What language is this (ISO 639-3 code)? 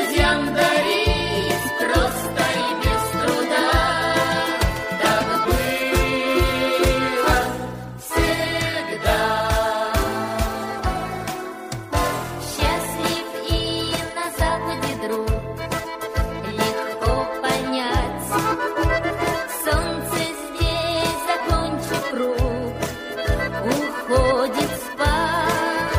rus